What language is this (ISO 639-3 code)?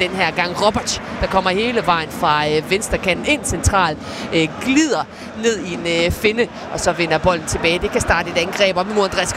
dan